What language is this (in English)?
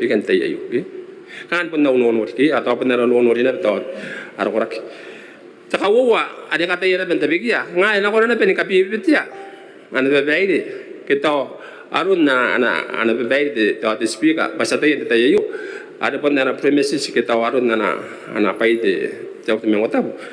Gilbertese